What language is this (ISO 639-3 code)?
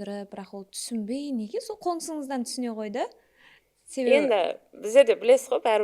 kaa